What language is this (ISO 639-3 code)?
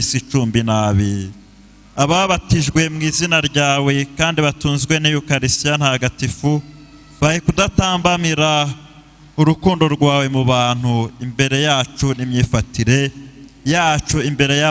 kin